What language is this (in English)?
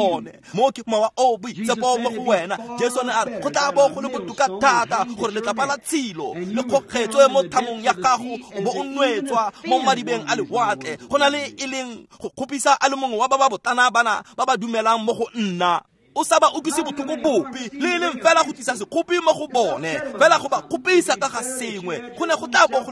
Tswana